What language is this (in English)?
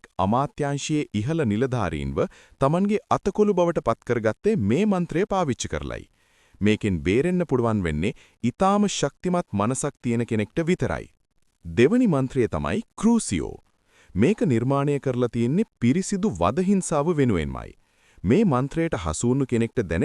Sinhala